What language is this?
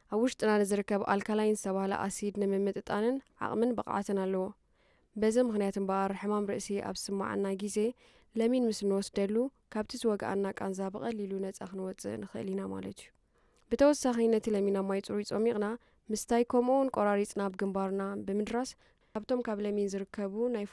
Tigrinya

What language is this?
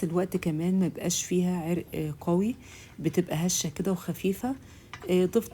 Egyptian Arabic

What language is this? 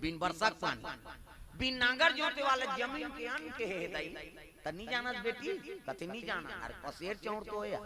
Chhattisgarhi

